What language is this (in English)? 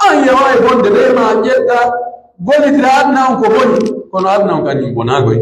Pular